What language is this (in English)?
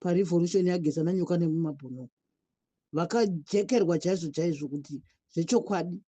Shona